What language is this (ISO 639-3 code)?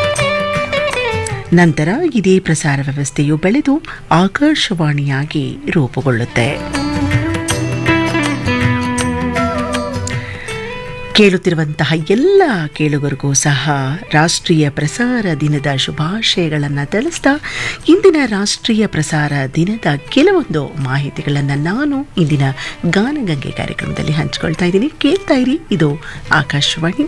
kan